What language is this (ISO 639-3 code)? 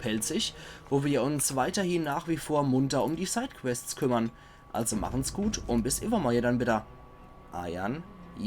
pfl